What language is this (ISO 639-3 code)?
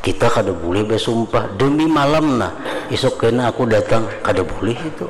bjn